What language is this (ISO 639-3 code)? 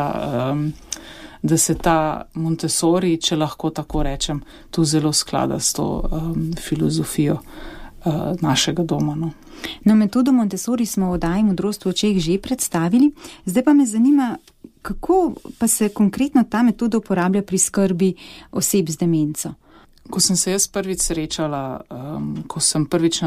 slv